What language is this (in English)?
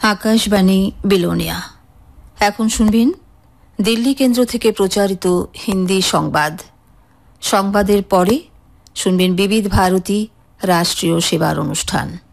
Bangla